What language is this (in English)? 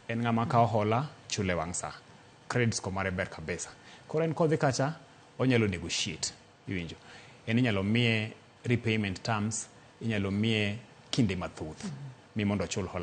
Luo (Kenya and Tanzania)